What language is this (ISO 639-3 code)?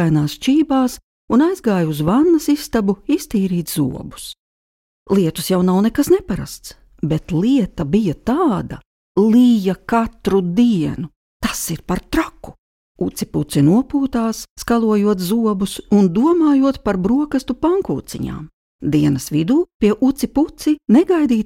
lav